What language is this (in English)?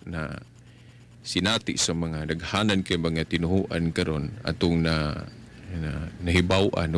Cebuano